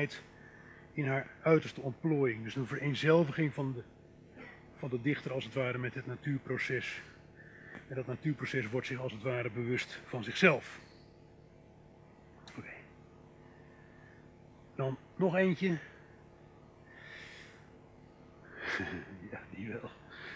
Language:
Dutch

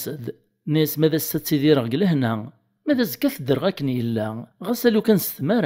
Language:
Kabyle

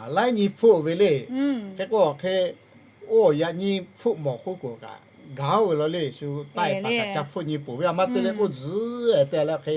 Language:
Lahu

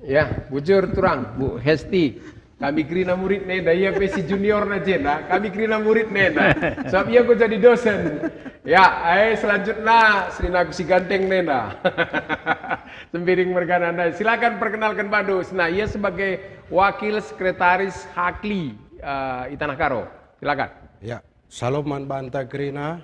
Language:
Batak Karo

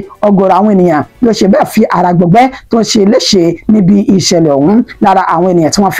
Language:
Yoruba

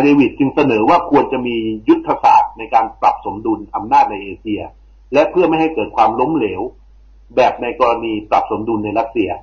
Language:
Thai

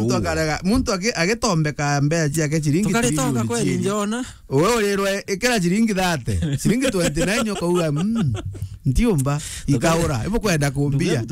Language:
Meru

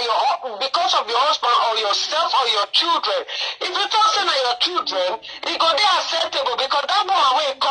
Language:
Nigerian Pidgin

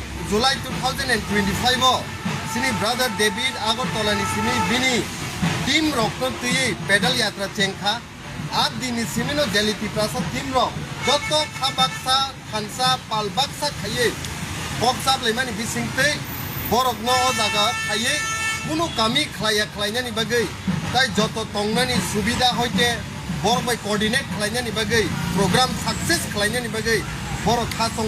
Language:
Kok Borok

